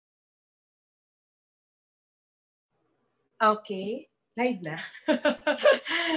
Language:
Filipino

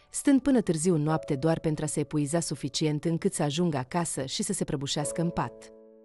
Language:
Romanian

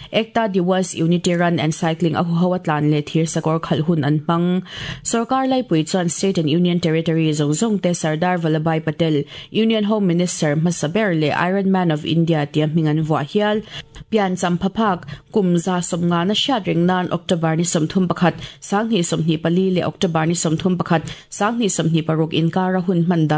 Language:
Mizo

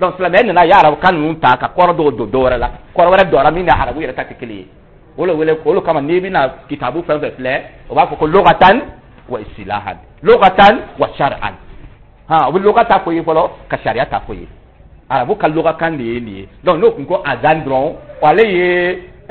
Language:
Dyula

